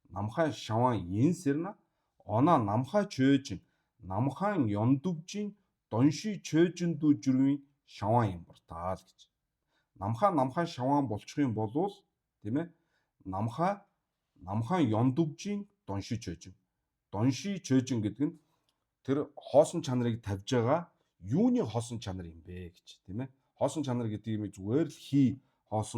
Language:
Mongolian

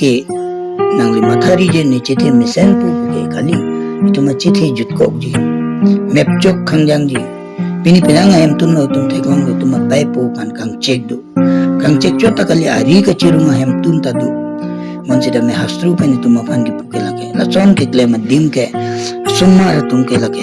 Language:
Karbi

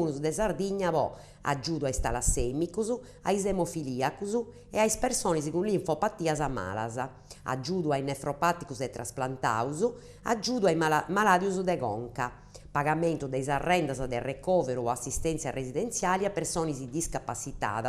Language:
Sardinian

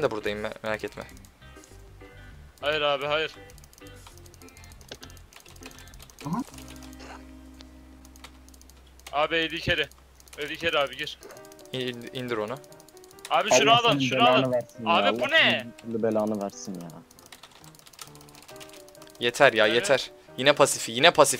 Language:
Turkish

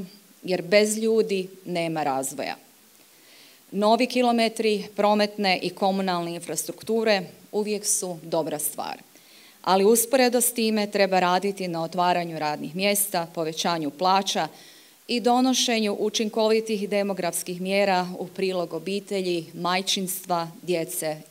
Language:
Croatian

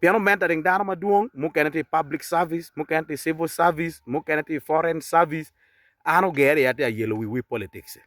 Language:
Acoli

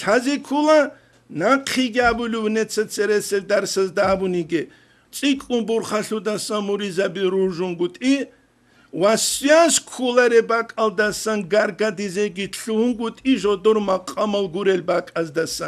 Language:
Avaric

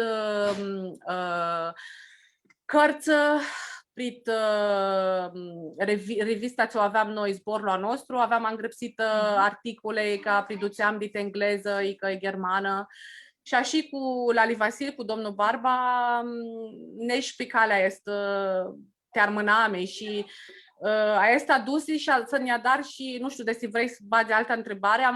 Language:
Aromanian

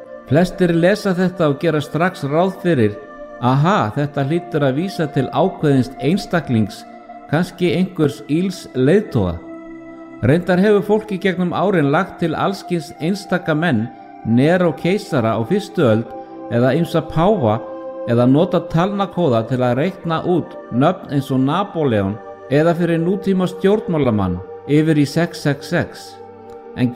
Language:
Icelandic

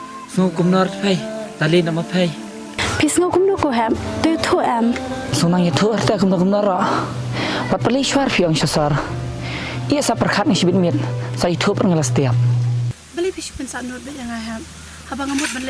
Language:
Khasi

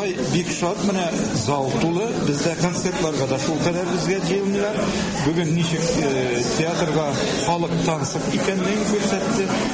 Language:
Tatar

